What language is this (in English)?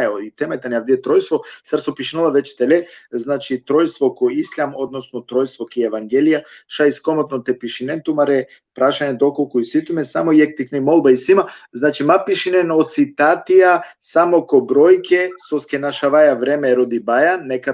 Balkan Romani